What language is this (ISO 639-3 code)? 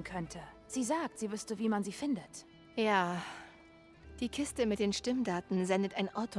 bar